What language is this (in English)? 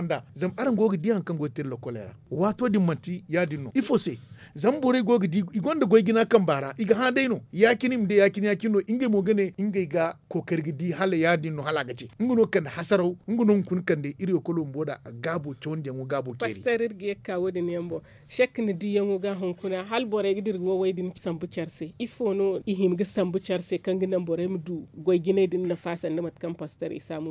Zarma